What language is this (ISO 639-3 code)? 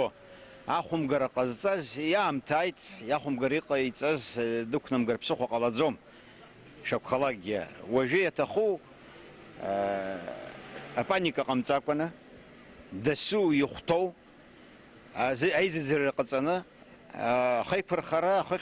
abk